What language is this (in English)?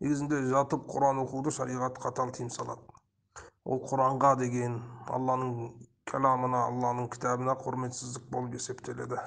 Kazakh